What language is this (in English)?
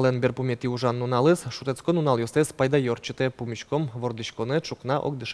Udmurt